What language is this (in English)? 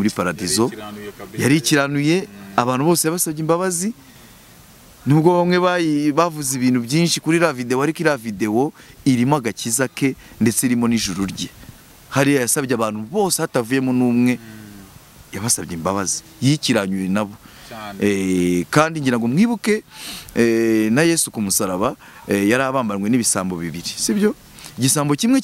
Kinyarwanda